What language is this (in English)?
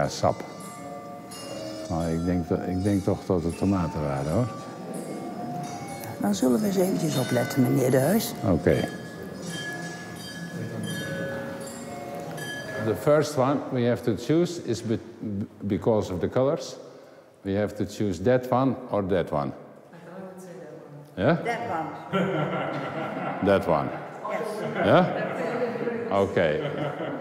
Dutch